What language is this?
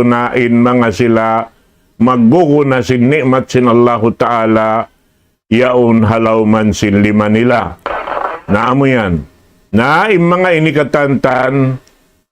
Tausug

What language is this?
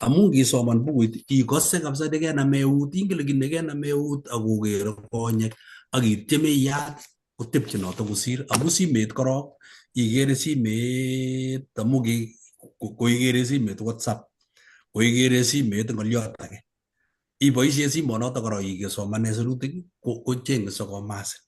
Kalenjin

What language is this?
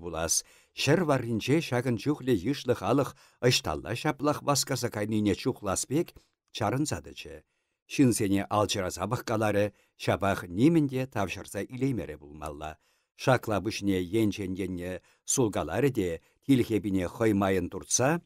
Chuvash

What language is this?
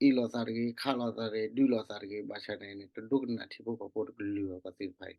S'gaw Karen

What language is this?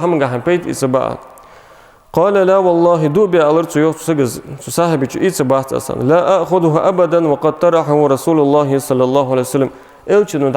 Ingush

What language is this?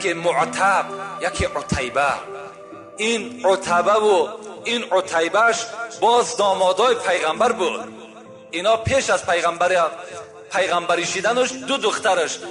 Tajik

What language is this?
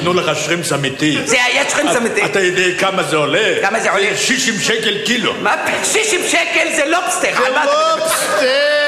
Hebrew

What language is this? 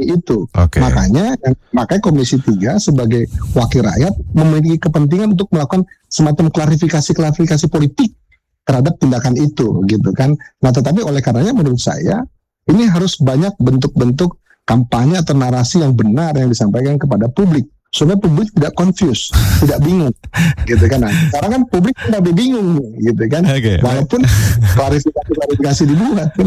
Indonesian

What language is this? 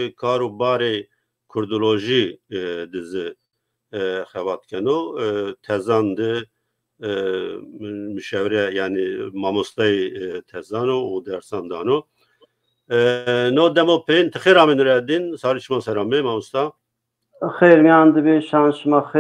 Zaza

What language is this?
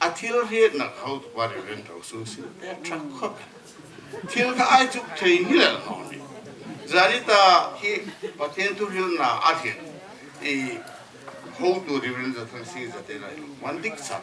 Hmar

